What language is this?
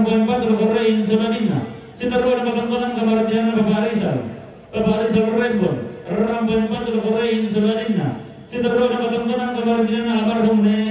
Toraja-Sa'dan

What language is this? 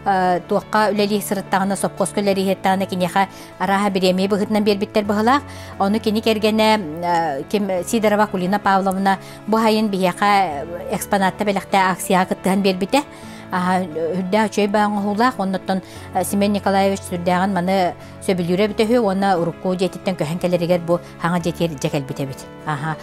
Yakut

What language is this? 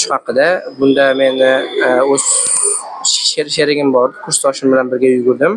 Uzbek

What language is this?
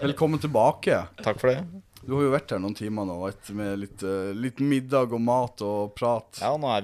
Norwegian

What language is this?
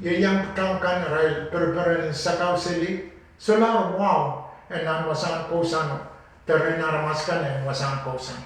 Pohnpeian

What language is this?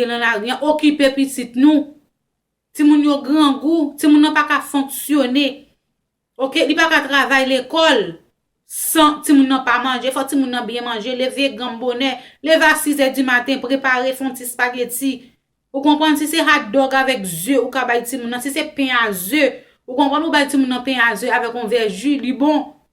Haitian Creole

